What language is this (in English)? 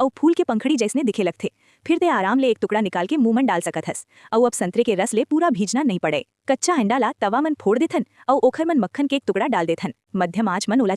Chhattisgarhi